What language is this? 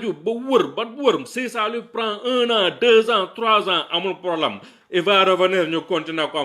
Wolof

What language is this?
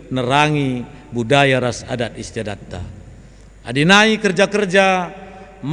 Batak Karo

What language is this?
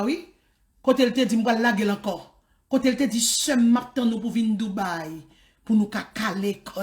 Haitian Creole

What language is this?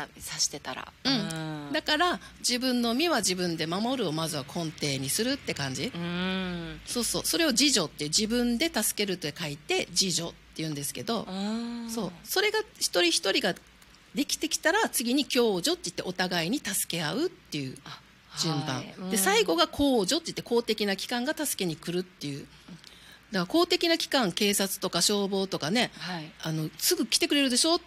Japanese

